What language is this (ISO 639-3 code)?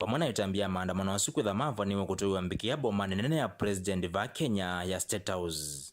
kam